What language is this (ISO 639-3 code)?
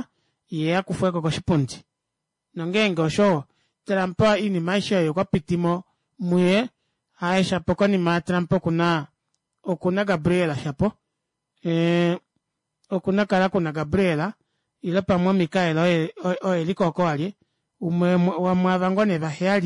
kua